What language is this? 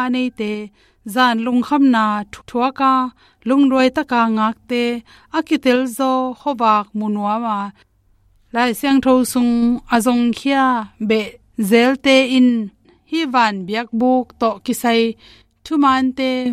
Tedim Chin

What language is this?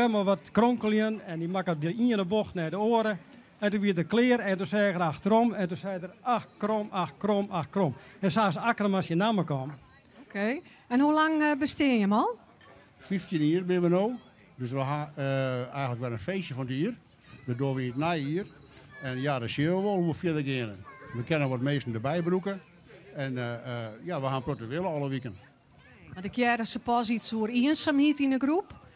Western Frisian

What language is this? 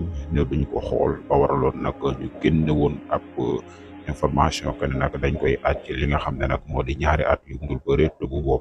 Wolof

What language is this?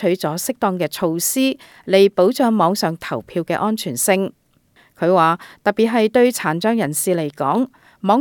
Cantonese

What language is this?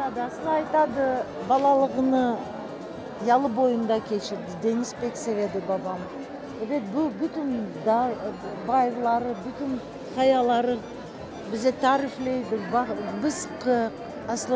Crimean Tatar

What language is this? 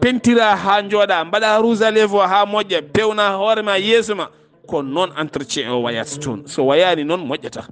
Fula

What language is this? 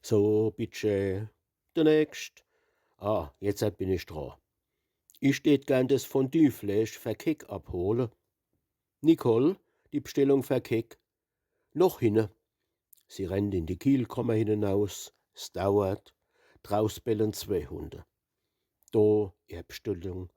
Palatine German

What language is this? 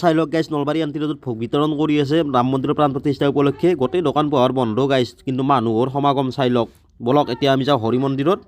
Assamese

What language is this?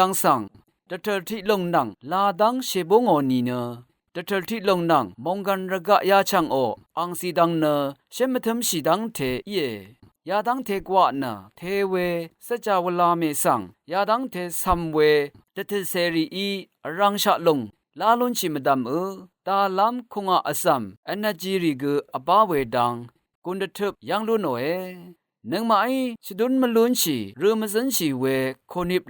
Rawang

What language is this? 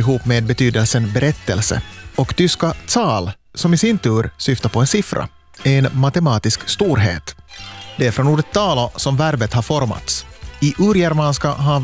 Swedish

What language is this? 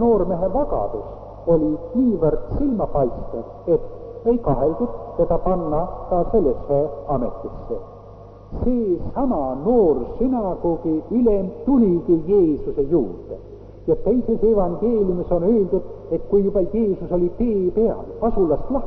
Estonian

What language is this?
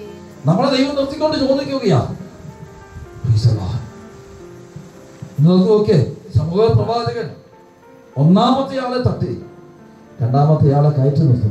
Malayalam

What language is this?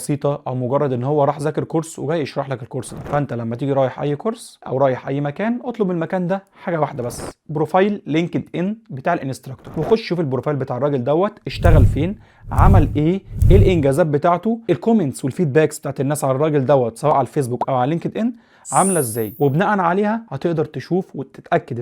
Egyptian Arabic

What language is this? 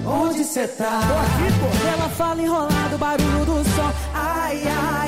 Portuguese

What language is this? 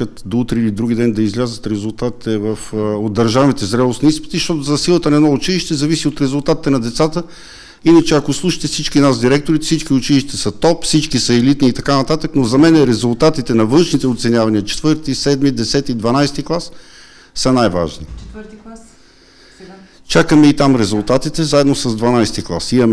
Bulgarian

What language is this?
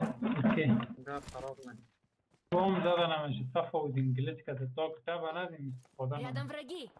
Persian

